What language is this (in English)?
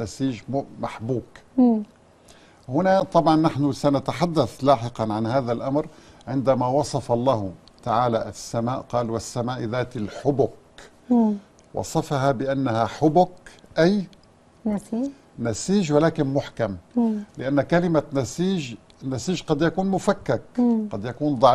Arabic